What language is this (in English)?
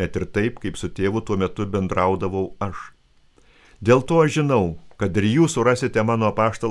Lithuanian